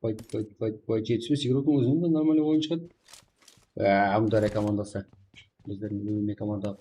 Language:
Kara-Kalpak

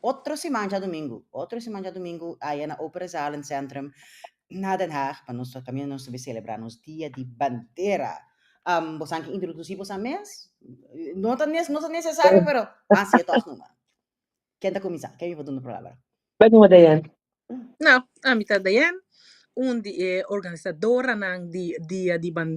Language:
Papiamento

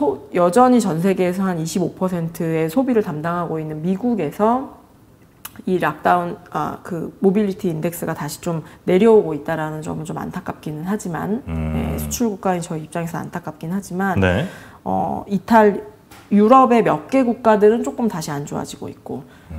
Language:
Korean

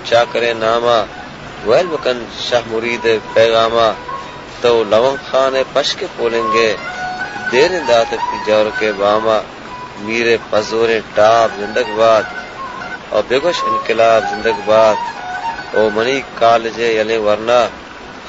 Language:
Baluchi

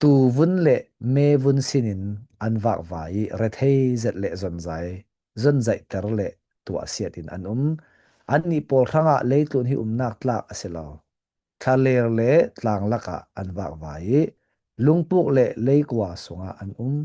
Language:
Falam Chin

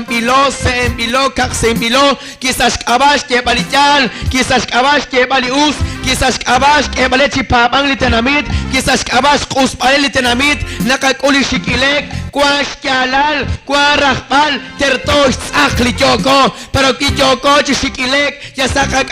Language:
Kekchí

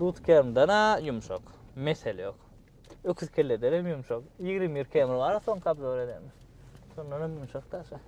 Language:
Turkmen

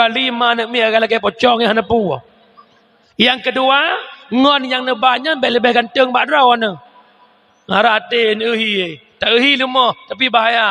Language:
Achinese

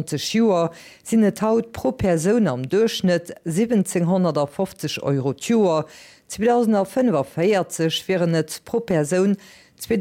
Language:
Luxembourgish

